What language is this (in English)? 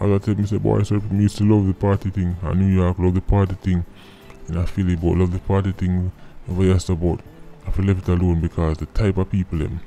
Jamaican Creole English